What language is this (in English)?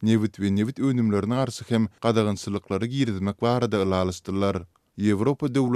Turkmen